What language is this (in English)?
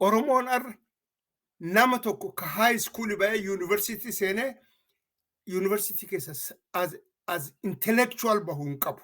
Oromo